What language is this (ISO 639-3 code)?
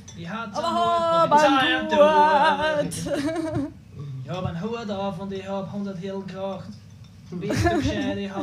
bar